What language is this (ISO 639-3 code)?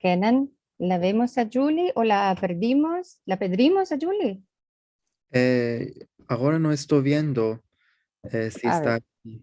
lad